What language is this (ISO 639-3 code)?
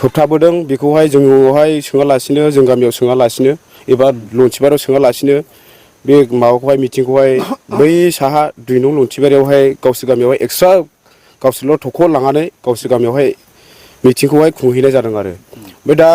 brx